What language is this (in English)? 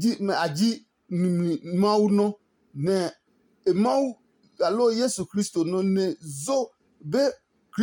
Adangme